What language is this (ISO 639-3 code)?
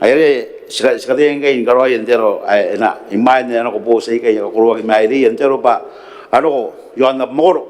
gil